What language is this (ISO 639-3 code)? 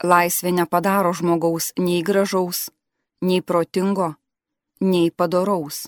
lit